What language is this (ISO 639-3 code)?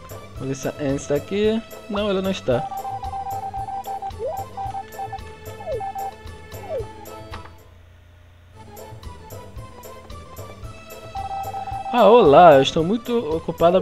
por